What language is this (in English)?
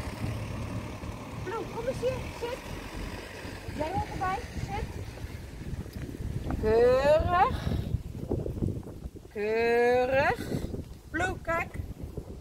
Dutch